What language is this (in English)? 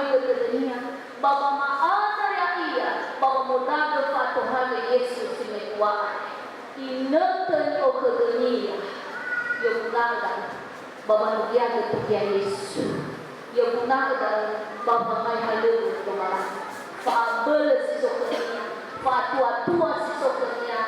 Nias